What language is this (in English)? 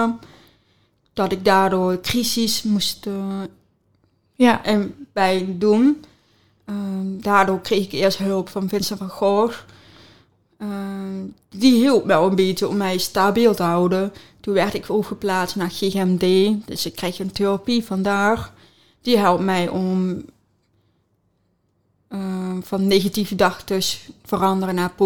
Dutch